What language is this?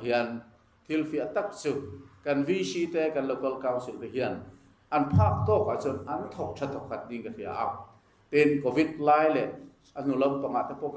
Mizo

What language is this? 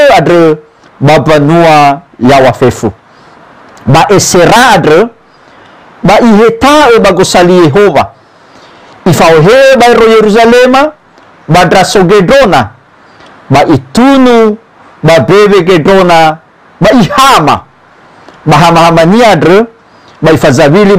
Nias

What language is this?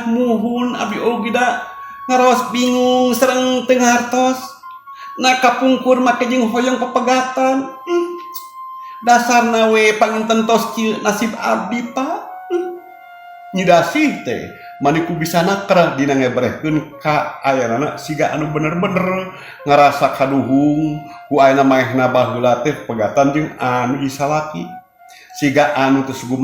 Sundanese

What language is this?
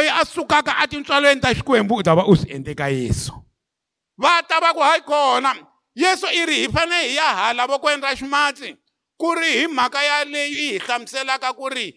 Tsonga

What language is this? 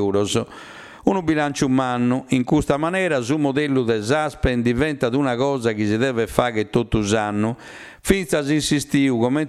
Sardinian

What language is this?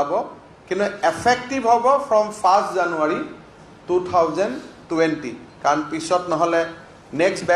Assamese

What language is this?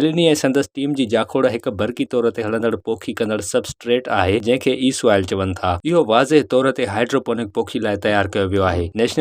Sindhi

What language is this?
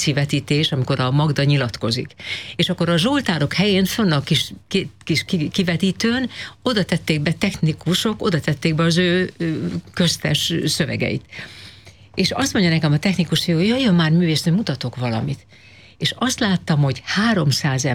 Hungarian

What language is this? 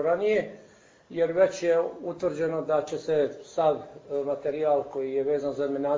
Bosnian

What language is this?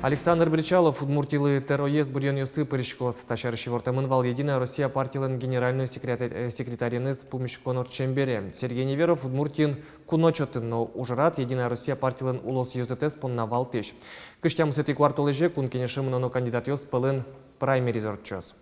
Udmurt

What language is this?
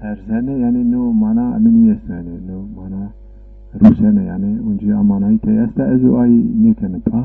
Zaza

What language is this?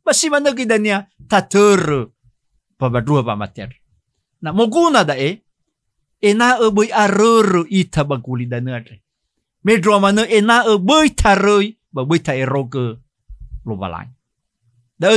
Nias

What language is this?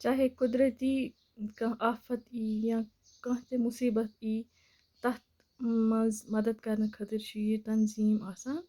Kashmiri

